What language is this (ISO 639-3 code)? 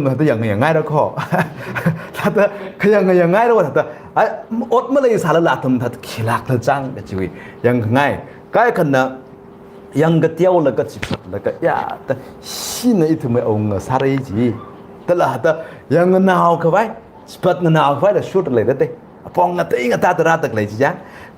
nmf